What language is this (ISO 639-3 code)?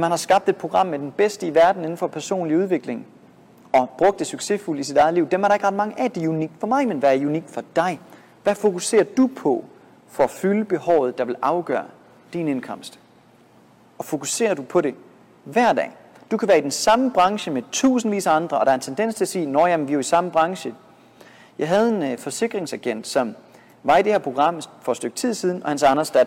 dan